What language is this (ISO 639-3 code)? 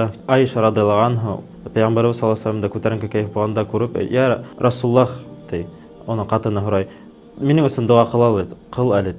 bak